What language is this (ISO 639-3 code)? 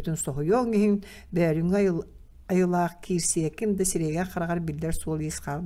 sah